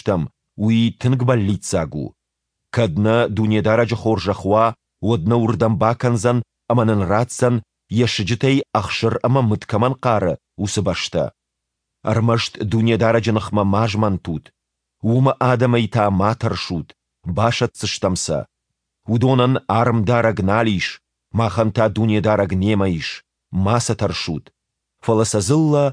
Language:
Ossetic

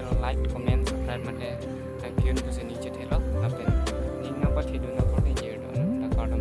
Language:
Karbi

